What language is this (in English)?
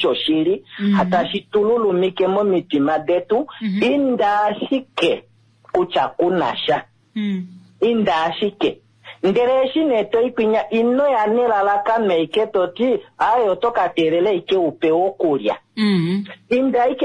Kuanyama